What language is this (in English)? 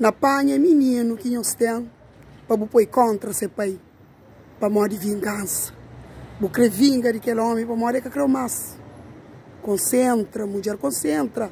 Kabuverdianu